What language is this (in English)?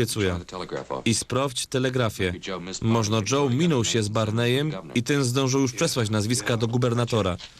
Silesian